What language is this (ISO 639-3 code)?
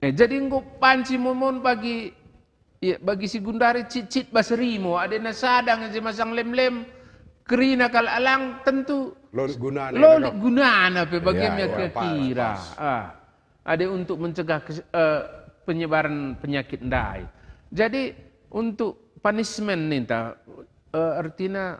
btx